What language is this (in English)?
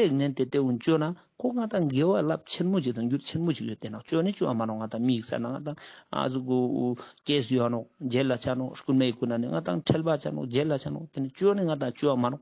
Ladakhi